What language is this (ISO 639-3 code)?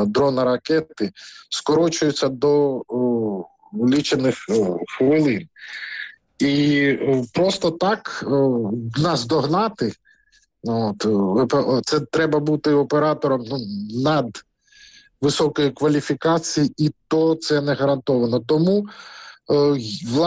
ukr